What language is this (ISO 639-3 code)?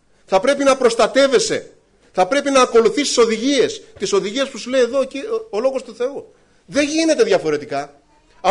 ell